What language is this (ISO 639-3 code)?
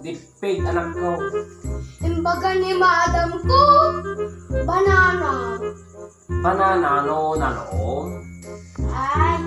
ilo